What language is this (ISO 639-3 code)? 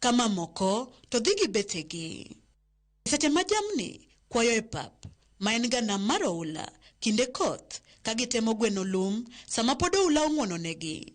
luo